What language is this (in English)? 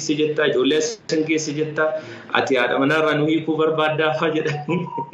Oromo